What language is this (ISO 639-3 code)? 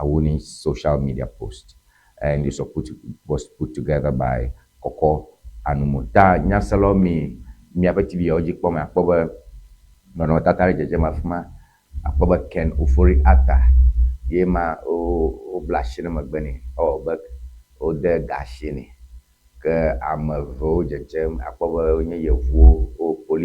ewe